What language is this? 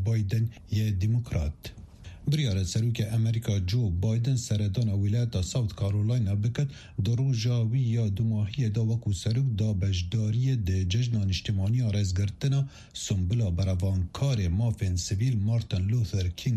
Kurdish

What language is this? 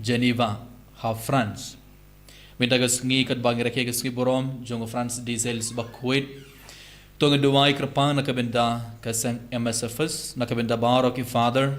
Khasi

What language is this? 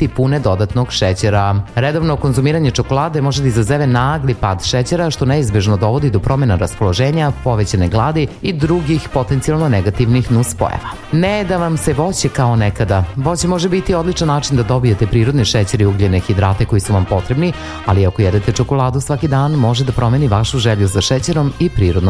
Serbian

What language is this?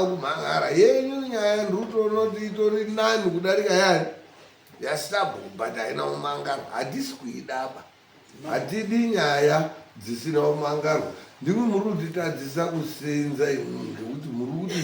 Shona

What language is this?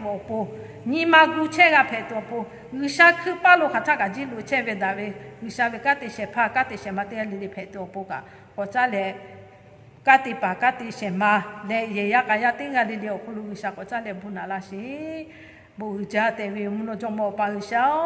Lahu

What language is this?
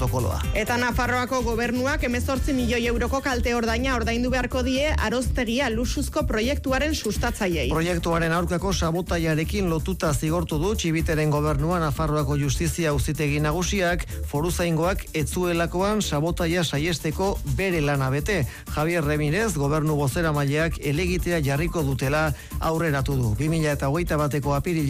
Basque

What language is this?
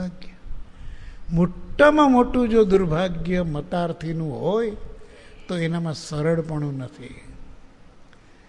Gujarati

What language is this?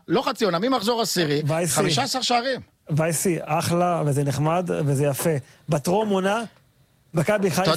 Hebrew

